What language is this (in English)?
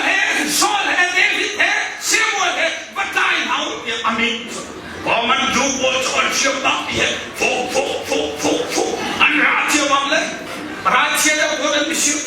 Hakha Chin